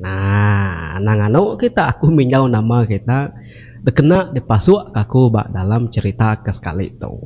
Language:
Iban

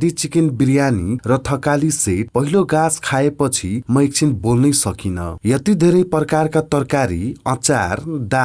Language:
Nepali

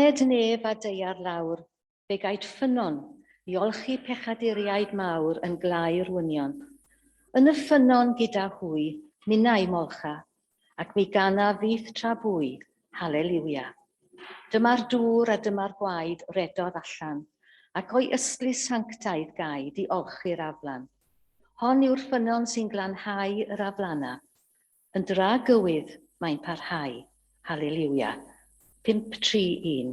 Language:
Welsh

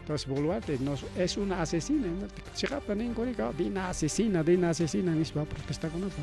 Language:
Ayacucho Quechua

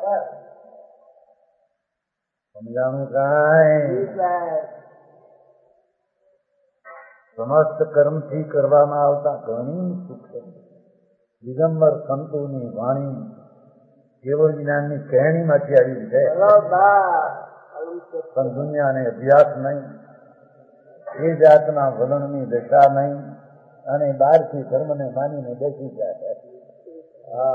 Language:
Gujarati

